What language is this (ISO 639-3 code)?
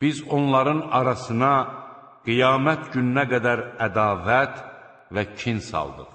aze